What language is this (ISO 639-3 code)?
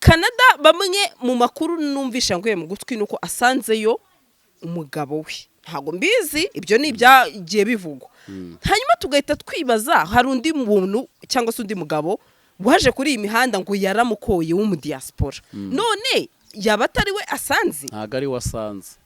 kin